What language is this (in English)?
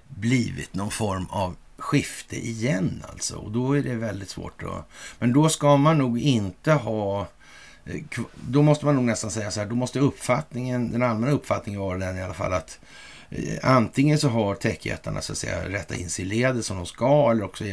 Swedish